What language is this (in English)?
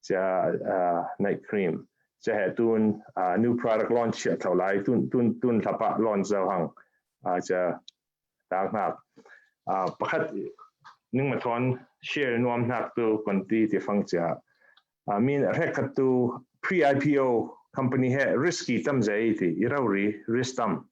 Falam Chin